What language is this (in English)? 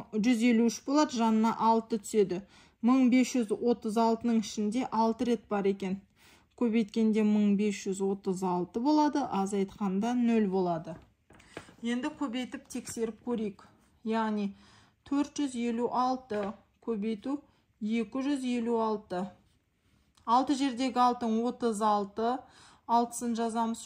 Kazakh